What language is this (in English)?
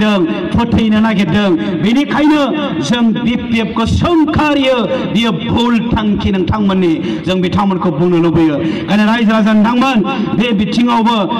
Bodo